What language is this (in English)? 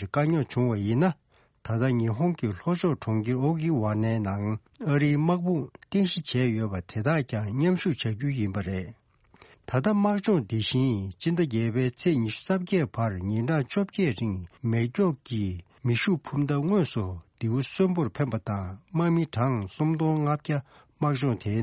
Tibetan